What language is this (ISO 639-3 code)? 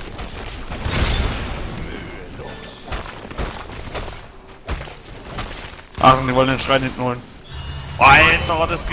deu